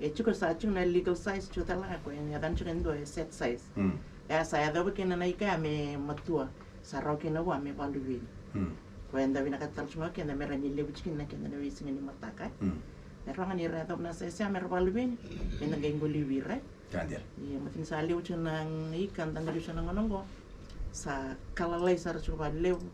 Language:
Fijian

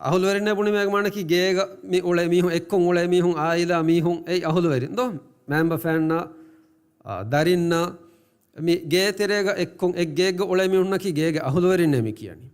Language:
Divehi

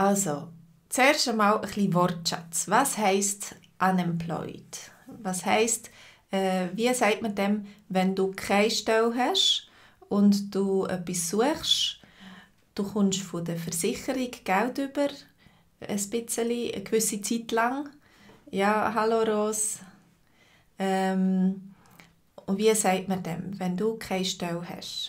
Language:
Swiss German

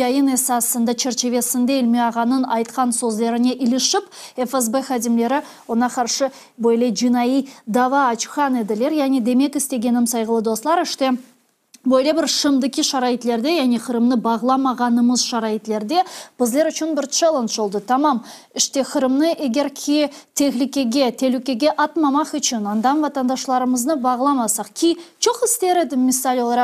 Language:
Crimean Tatar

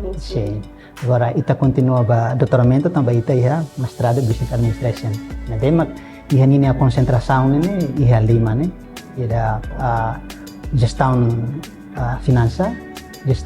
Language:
Tetum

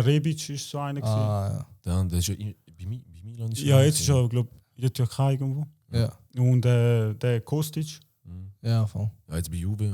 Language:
Swiss German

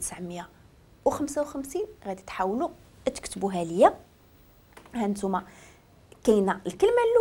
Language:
Moroccan Arabic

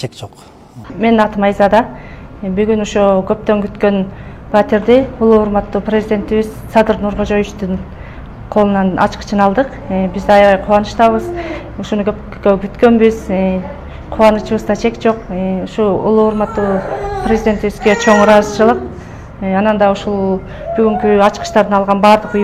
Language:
Kyrgyz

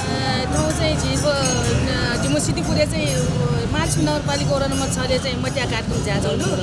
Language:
Newari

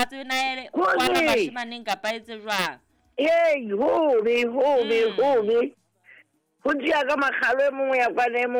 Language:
Southern Sotho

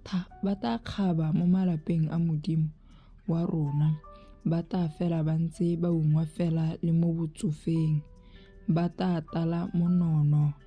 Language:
Tswana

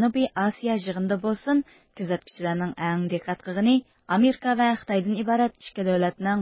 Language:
Uyghur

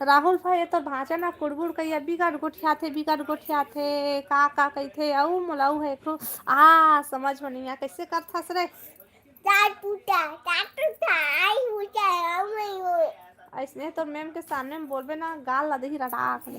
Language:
Chhattisgarhi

